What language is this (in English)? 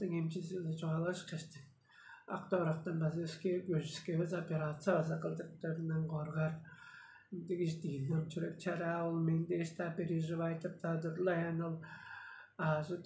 Tuvinian